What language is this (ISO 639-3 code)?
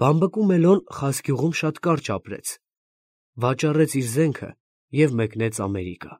hye